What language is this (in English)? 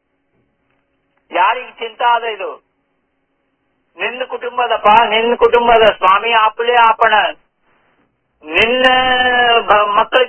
Kannada